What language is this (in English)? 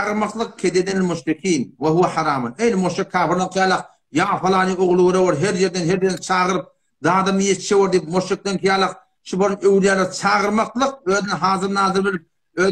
Turkmen